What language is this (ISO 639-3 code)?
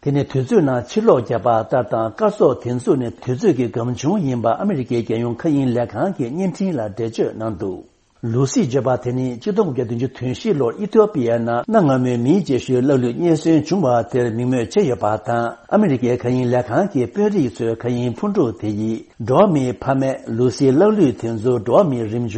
bod